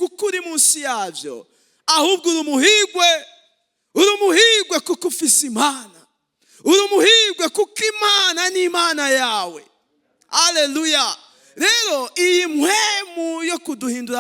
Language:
Rundi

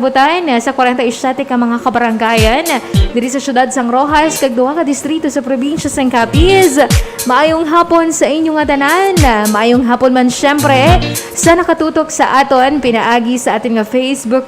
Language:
Hiligaynon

